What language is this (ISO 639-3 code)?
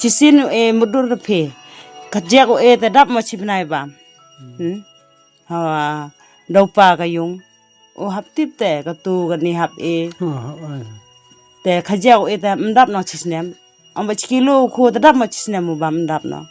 kha